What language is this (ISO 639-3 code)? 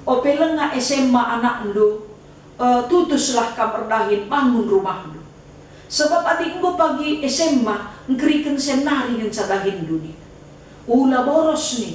btx